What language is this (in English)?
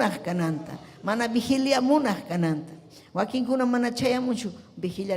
Ayacucho Quechua